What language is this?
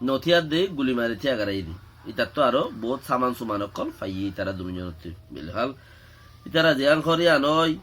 Rohingya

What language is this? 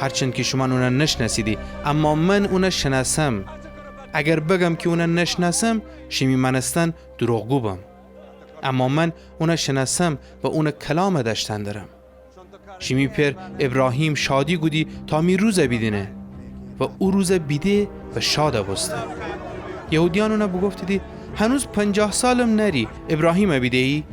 Gilaki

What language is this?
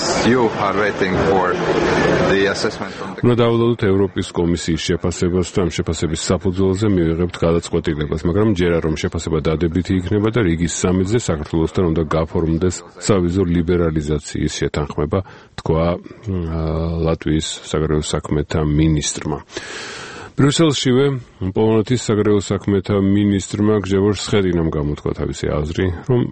Georgian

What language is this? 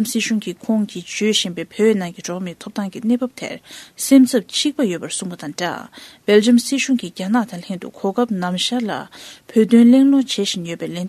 Tibetan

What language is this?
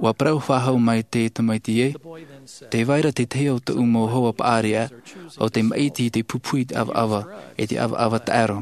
Tahitian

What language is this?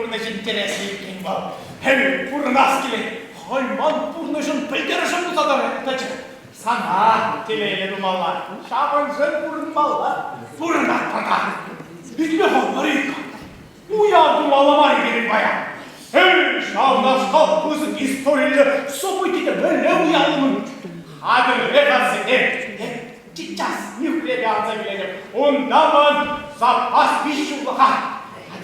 Chuvash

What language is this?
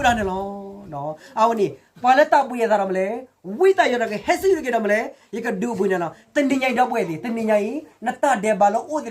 S'gaw Karen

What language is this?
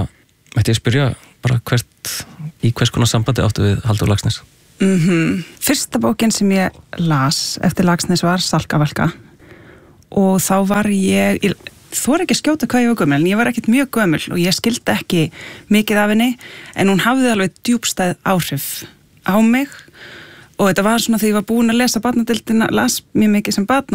Icelandic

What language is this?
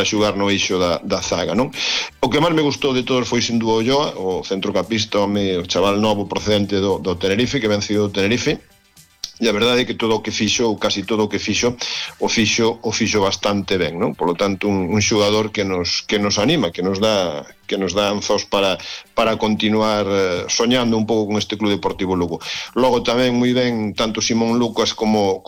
Galician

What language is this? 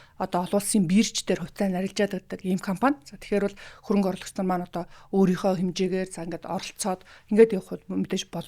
Mongolian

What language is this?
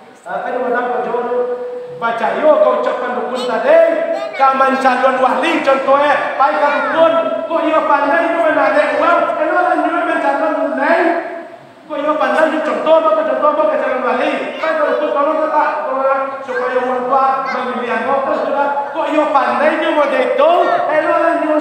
Minangkabau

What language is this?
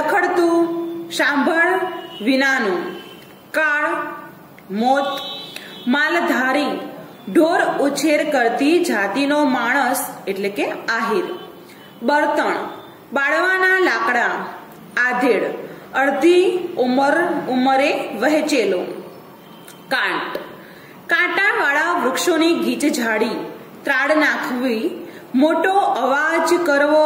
Gujarati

